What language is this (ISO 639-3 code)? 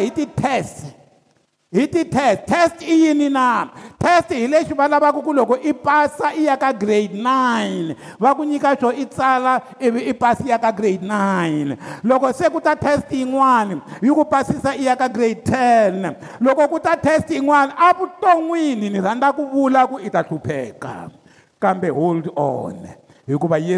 tso